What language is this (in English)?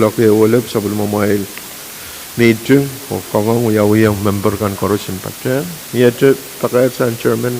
Pohnpeian